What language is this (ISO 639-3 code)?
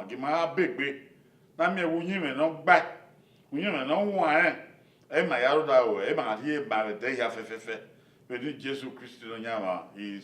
bin